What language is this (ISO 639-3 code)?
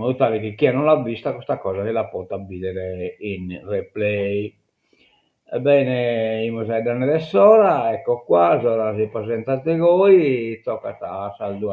srd